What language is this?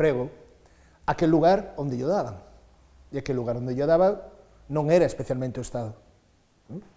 Galician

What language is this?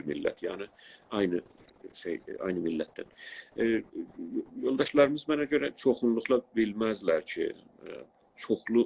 South Azerbaijani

